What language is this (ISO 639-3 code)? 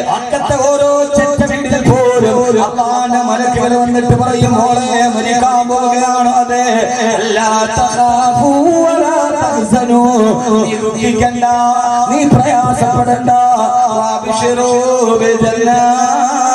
mal